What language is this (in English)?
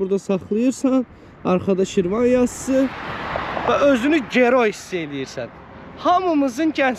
Azerbaijani